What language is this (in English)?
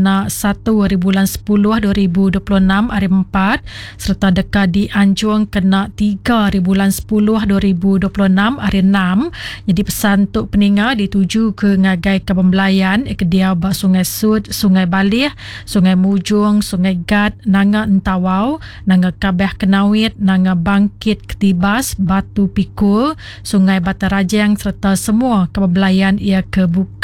Iban